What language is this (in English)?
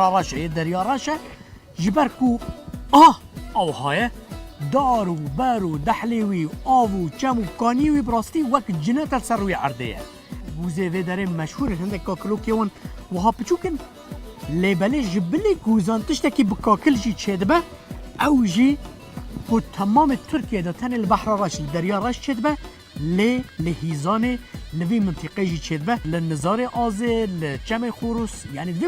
Kurdish